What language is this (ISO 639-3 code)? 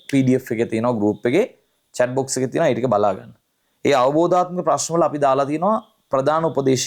sin